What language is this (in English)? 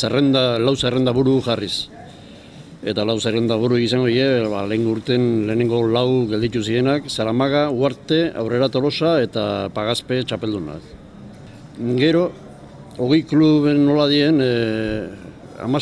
Basque